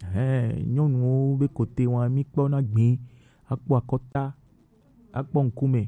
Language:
Gen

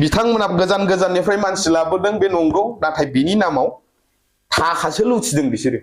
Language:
Bodo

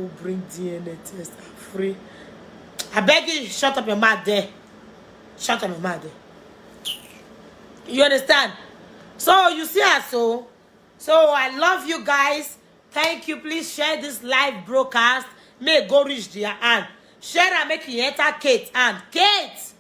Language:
Nigerian Pidgin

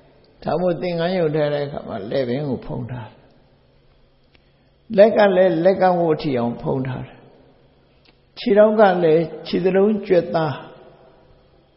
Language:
Burmese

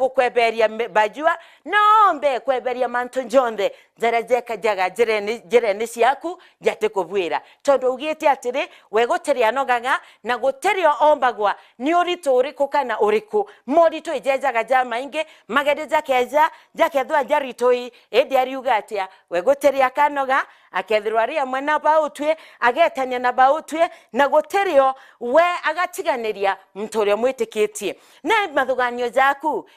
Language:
Meru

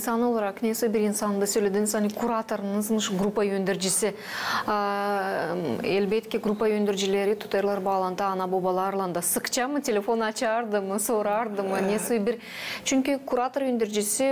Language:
Gagauz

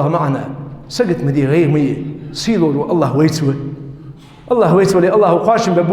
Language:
Ingush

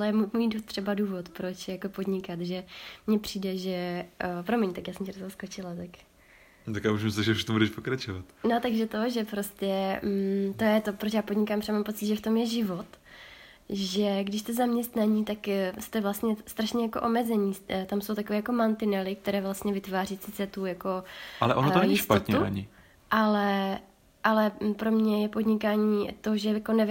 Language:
Czech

